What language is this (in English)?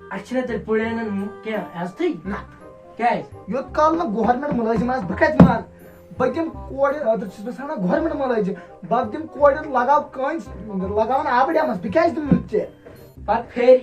Kashmiri